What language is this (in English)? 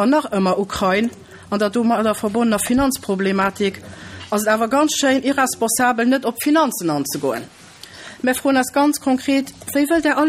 Luxembourgish